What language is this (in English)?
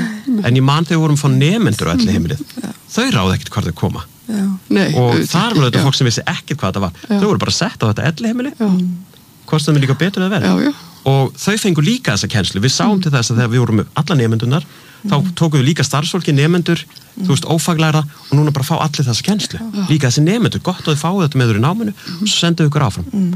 Icelandic